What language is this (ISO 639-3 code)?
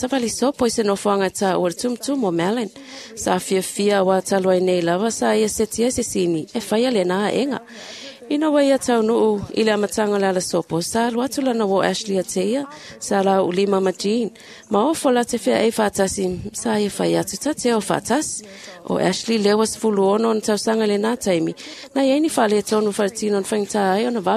smo